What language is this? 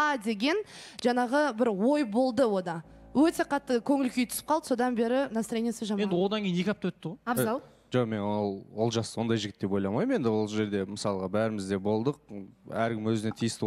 Kazakh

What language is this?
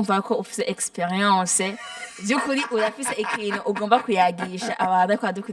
Rundi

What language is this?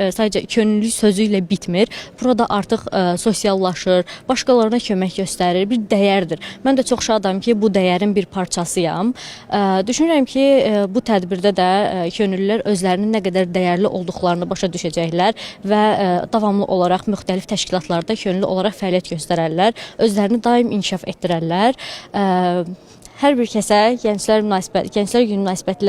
Azerbaijani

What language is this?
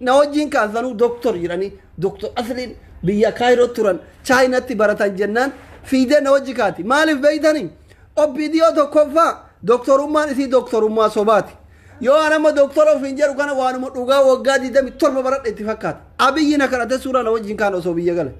Oromo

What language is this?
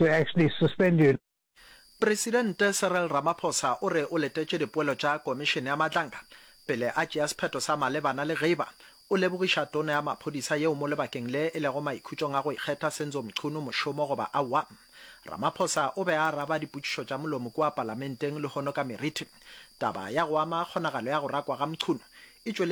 Northern Sotho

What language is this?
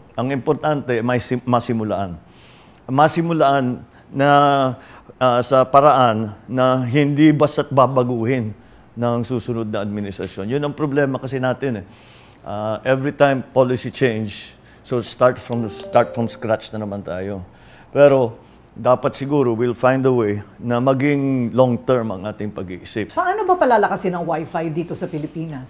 Filipino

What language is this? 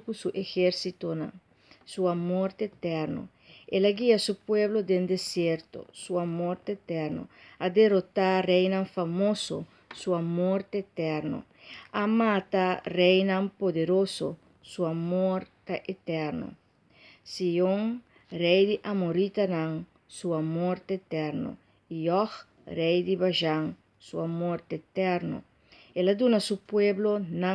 Papiamento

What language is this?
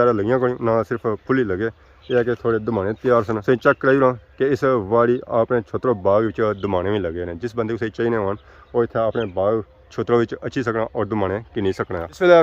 Pahari-Potwari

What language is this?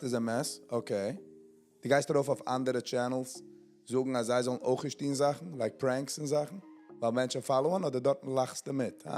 Yiddish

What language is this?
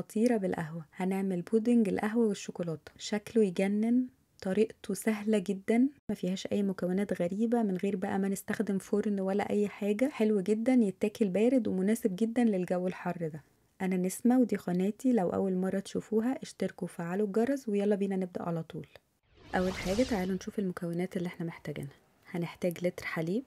Egyptian Arabic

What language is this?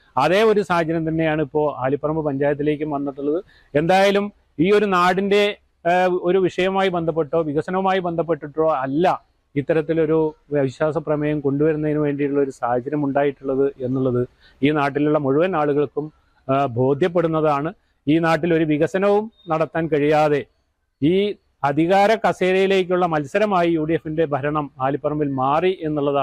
Malayalam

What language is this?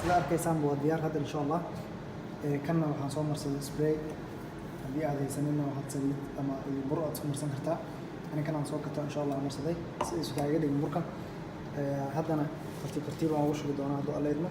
Somali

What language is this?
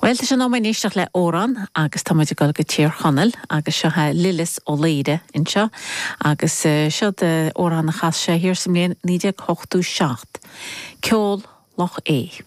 Irish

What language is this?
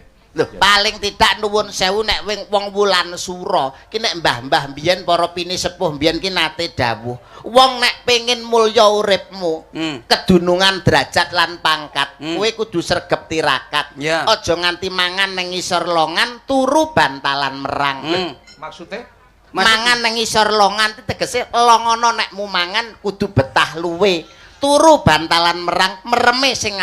Javanese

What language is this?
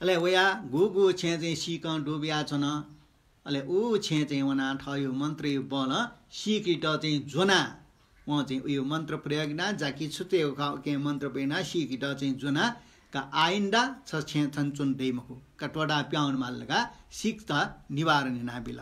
Newari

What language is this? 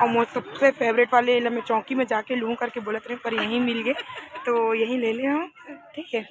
Chhattisgarhi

